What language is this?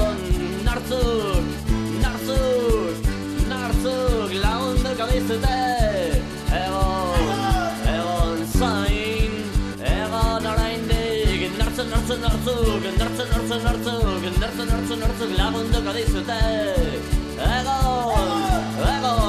Basque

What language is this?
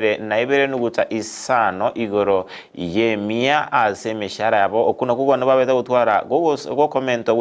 Gusii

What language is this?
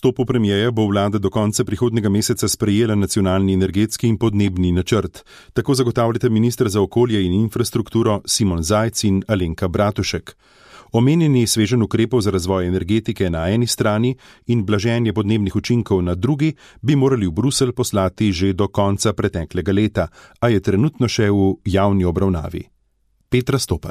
Slovenian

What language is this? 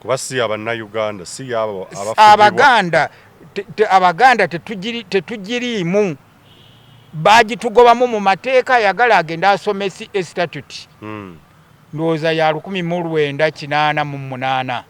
Ganda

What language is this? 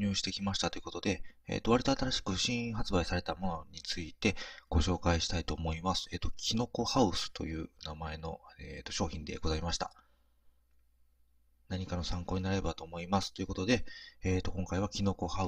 Japanese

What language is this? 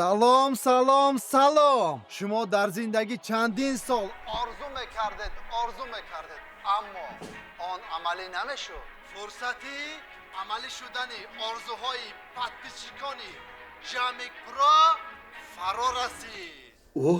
Tajik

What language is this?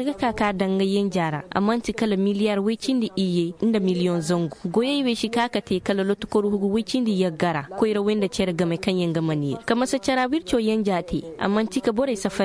Koyraboro Senni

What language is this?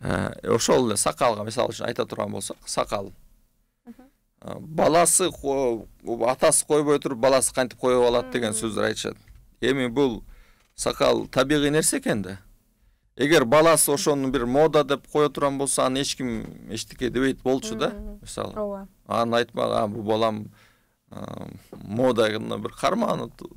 Kyrgyz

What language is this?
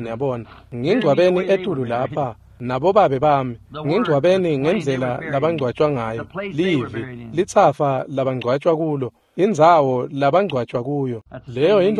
Swati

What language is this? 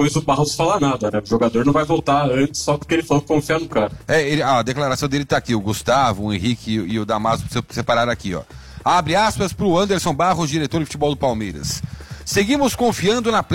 Portuguese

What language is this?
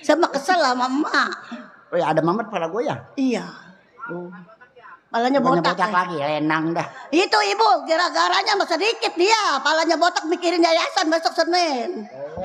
Betawi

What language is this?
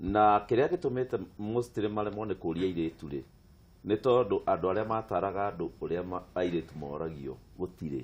Kikuyu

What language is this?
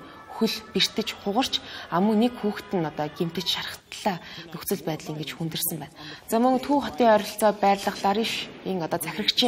Mongolian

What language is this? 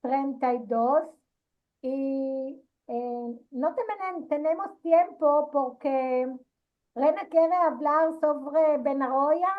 Ladino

